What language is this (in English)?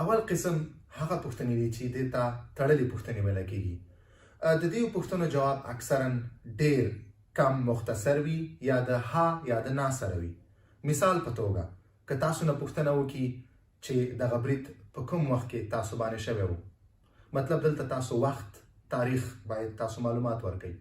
Pashto